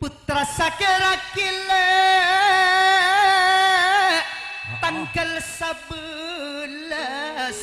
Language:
Madurese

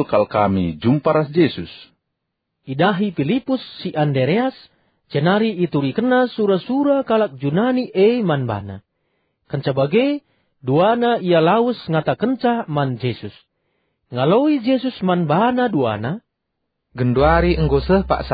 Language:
Batak Karo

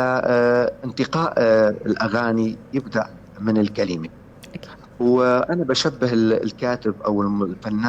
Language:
North Levantine Arabic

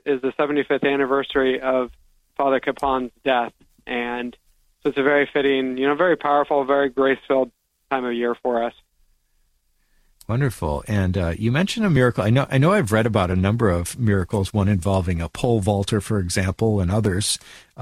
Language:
English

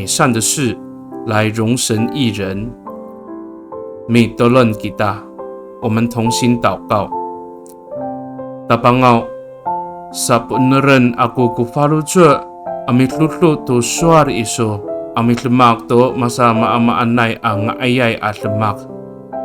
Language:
Amis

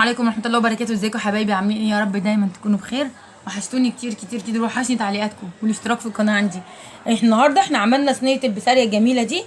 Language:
Egyptian Arabic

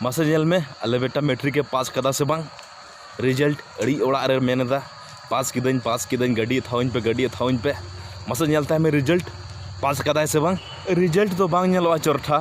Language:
Santali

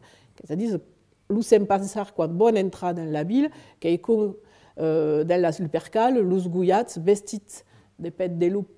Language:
Occitan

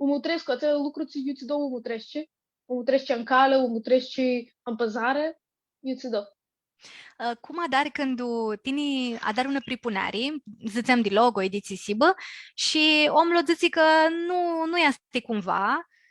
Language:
Aromanian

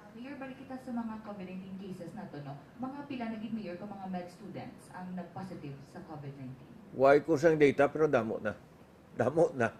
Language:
Hiligaynon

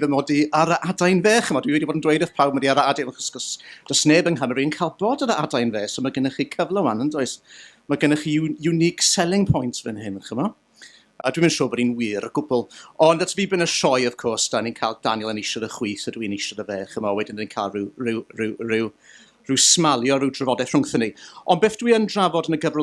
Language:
Welsh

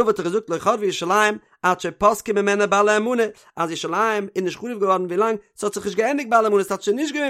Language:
Yiddish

